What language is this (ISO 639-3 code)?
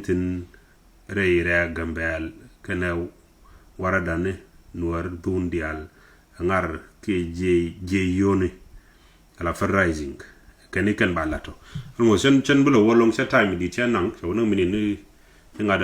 nus